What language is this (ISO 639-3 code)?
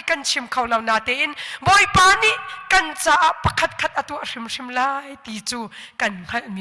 cnh